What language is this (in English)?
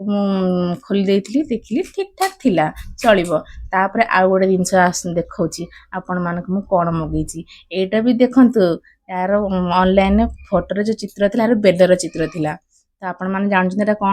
Odia